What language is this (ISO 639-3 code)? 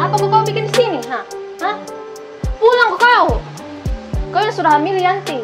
mfp